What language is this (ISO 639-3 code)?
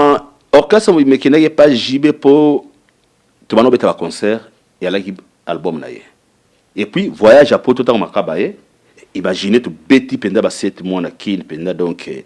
lin